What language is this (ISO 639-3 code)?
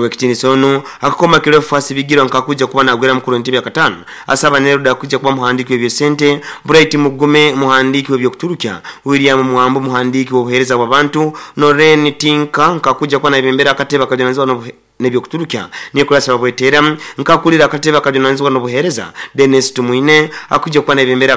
nyo